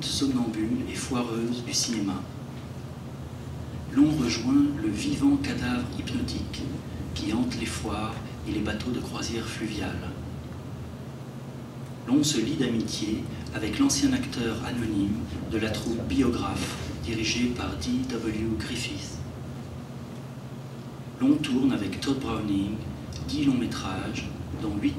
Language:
French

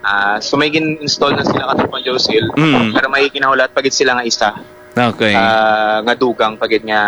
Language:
Hiligaynon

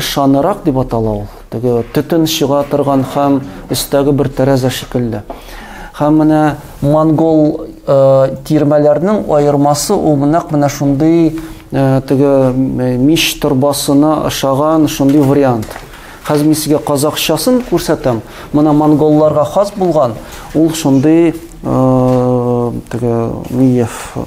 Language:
Tatar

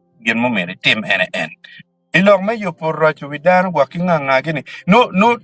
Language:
Acoli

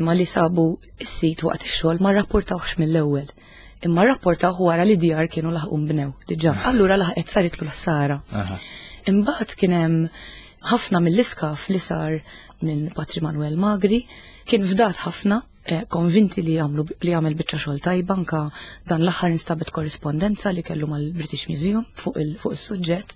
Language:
Maltese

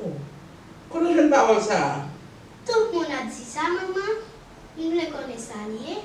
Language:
Haitian Creole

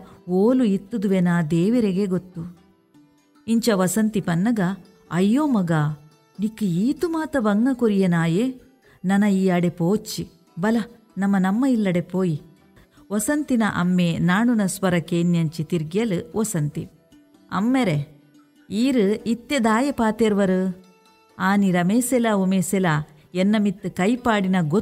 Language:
Tulu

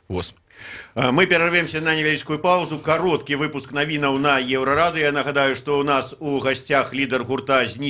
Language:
Belarusian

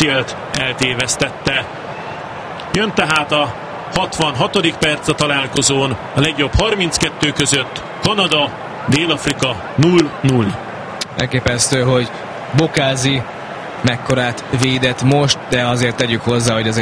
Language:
Hungarian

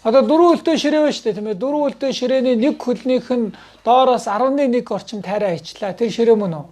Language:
Mongolian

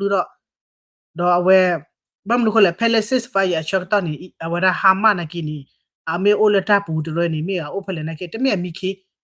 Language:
S'gaw Karen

